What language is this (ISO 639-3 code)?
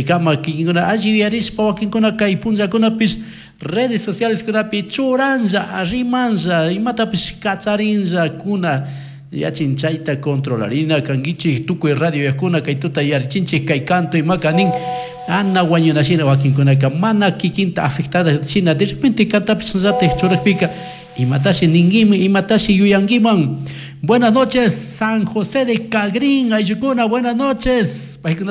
qug